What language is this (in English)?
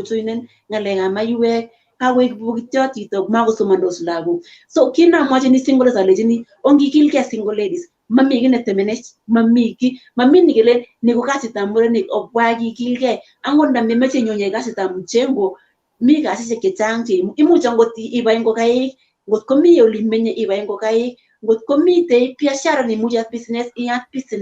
Kalenjin